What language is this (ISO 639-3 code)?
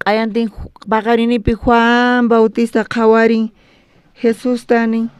quh